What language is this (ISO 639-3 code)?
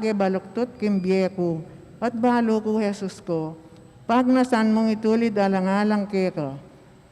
pam